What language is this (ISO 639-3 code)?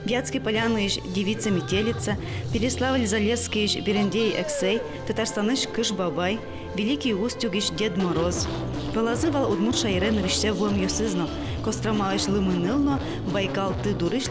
udm